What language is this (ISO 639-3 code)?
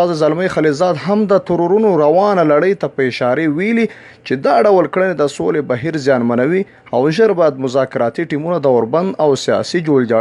pus